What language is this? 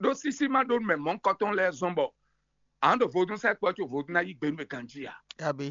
Fon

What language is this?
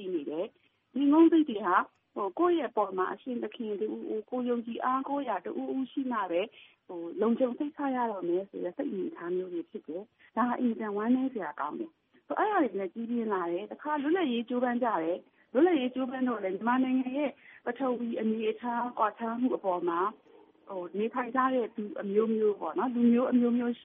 Burmese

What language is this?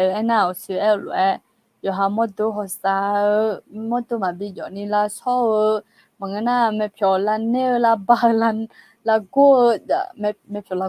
Akha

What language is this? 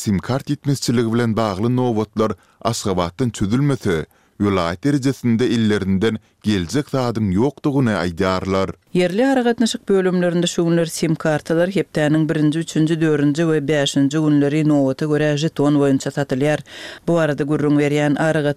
Turkmen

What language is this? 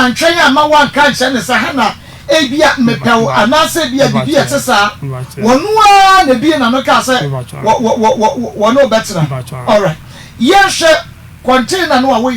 Akan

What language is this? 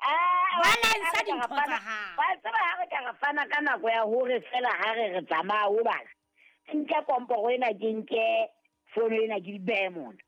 Southern Sotho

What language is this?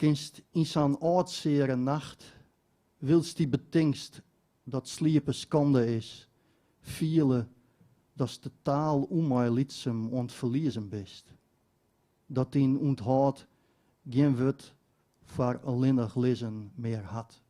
Western Frisian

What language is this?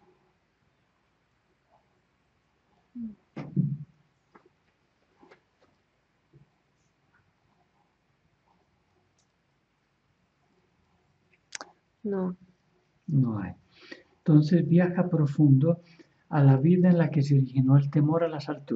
Spanish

